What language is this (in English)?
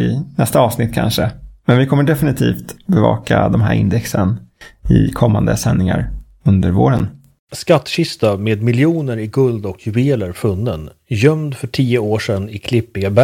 Swedish